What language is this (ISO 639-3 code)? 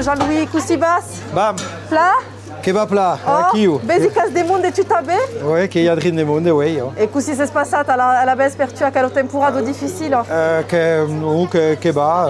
oci